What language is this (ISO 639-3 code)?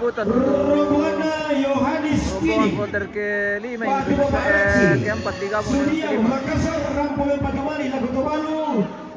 sda